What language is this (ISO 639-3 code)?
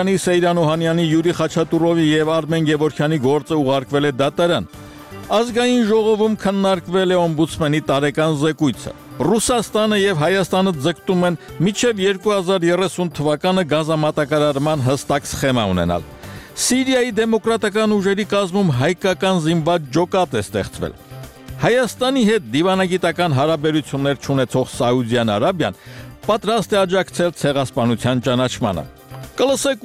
hye